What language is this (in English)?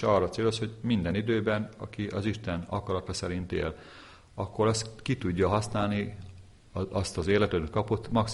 Hungarian